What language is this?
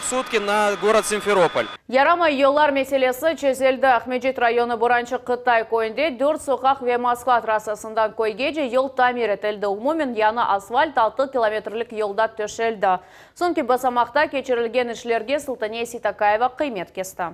Crimean Tatar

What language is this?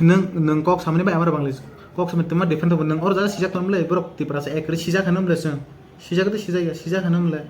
Kok Borok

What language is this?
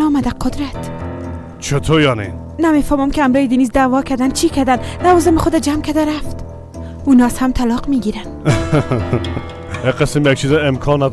Persian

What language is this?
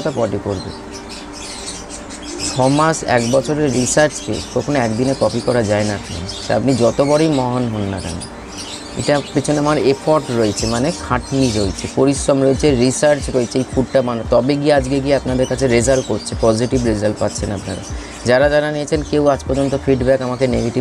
Bangla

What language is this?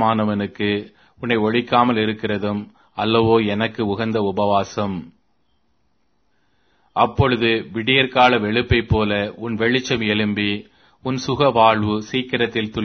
Tamil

